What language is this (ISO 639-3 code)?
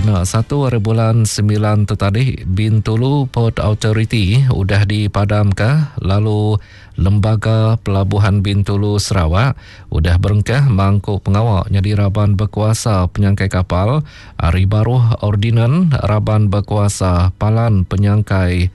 iba